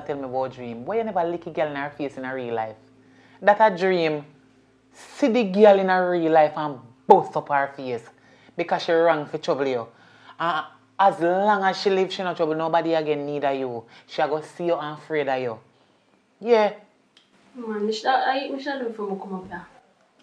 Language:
Jamaican Creole English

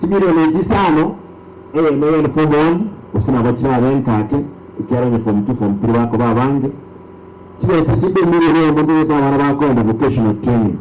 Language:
Gusii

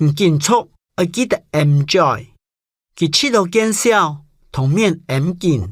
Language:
Hakka Chinese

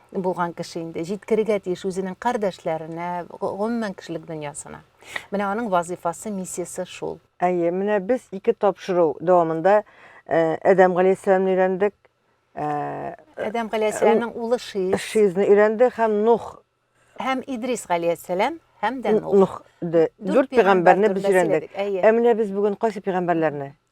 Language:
Tatar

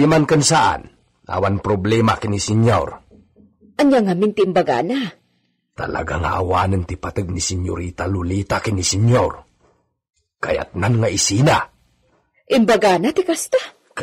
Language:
Iloko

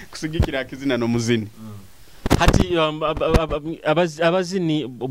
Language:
Nyoro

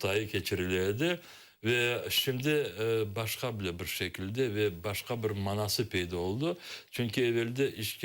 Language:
Crimean Tatar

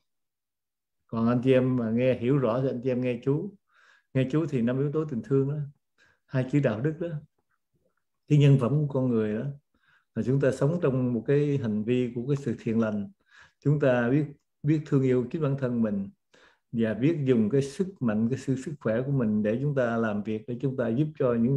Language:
Vietnamese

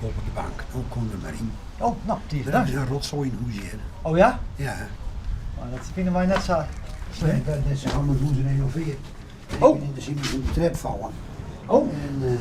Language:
Western Frisian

